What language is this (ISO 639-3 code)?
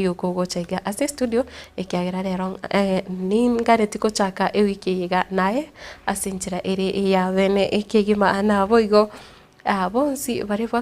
guz